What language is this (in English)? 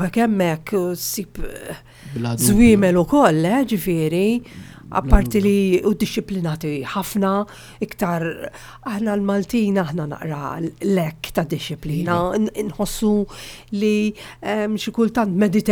Maltese